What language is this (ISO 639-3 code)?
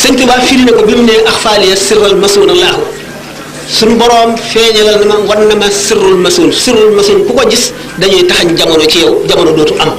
wol